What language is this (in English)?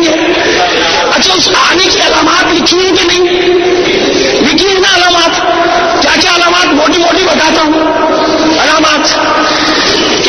Urdu